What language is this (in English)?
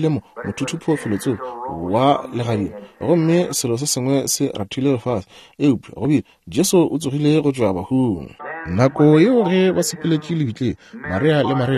Northern Sotho